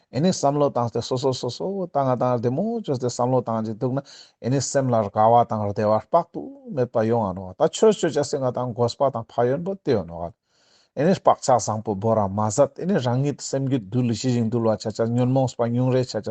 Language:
Ladakhi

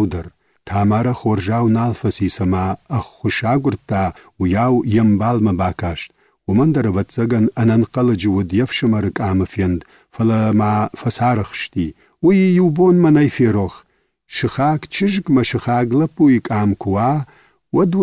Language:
Ossetic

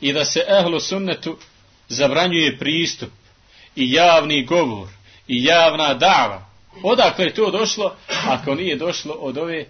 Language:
Bosnian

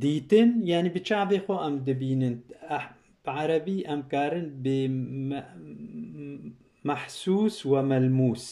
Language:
Kurdish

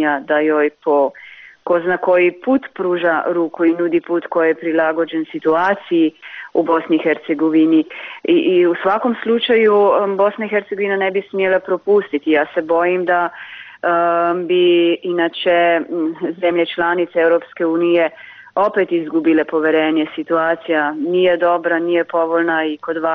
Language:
Bosnian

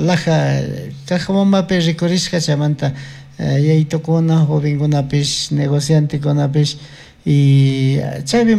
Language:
Chimborazo Highland Quichua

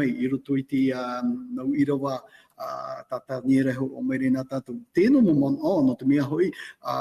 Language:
Tahitian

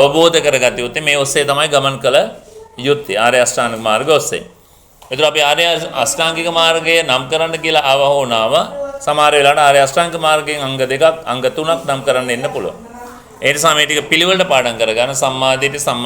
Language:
Sinhala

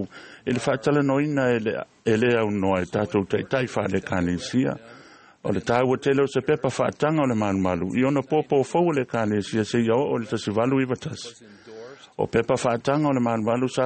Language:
Samoan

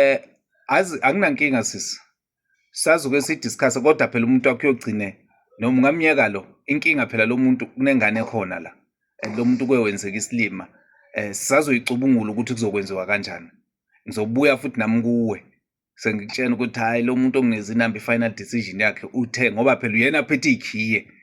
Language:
Zulu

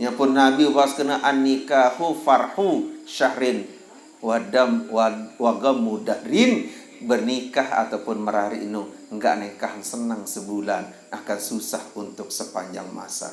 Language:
Sasak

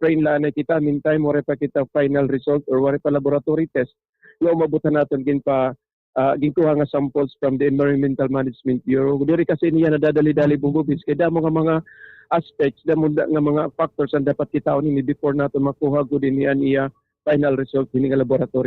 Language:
Waray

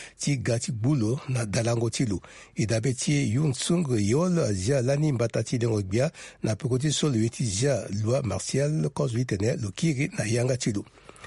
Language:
Sango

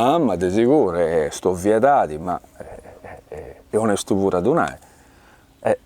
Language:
Sardinian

